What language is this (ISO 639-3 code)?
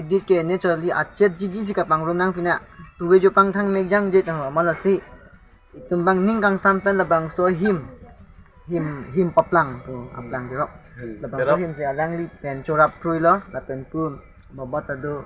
mjw